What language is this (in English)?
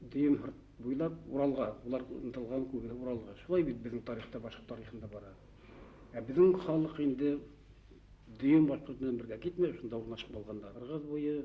Bashkir